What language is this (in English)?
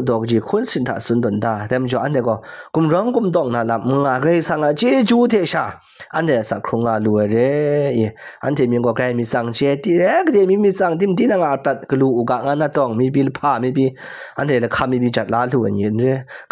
Kachin